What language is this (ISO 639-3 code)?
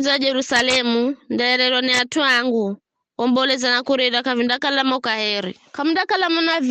nyf